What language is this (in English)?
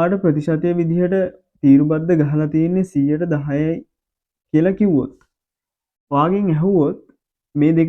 Sinhala